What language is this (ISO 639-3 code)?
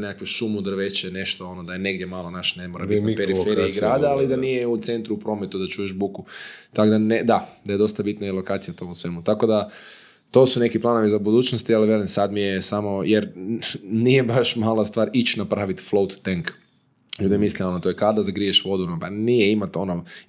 hrv